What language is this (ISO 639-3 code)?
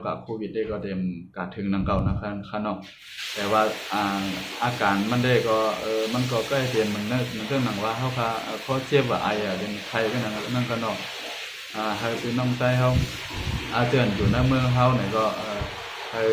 shn